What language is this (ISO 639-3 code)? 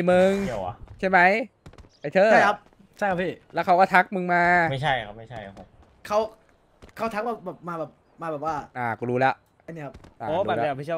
tha